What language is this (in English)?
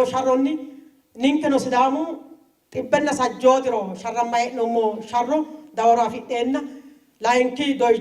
Sidamo